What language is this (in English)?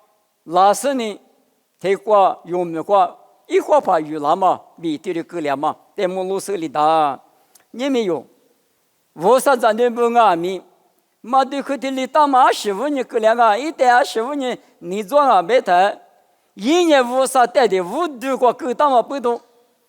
Lisu